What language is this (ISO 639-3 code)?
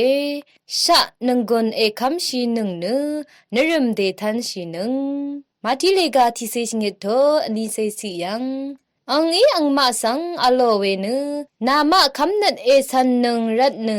raw